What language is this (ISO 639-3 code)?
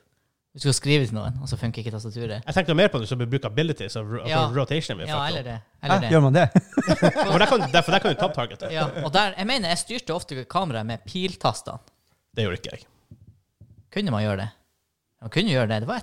nor